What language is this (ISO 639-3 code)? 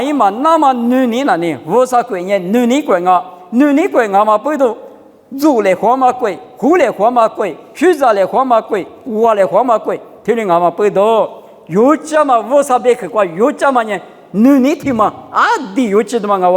lis